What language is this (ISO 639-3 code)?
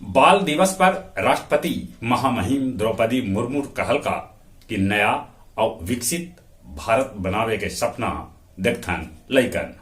mag